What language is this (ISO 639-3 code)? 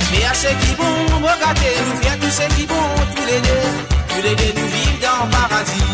mfe